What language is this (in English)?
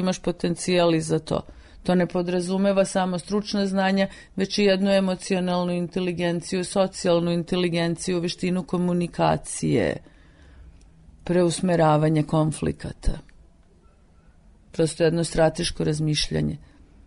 Serbian